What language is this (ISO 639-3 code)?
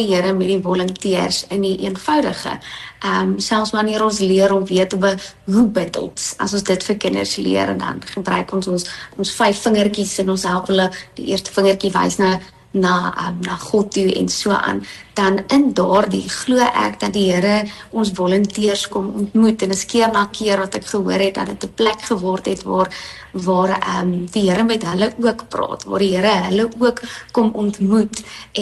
afr